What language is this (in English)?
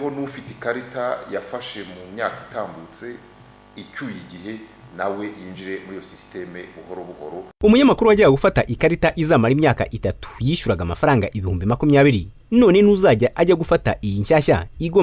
Kinyarwanda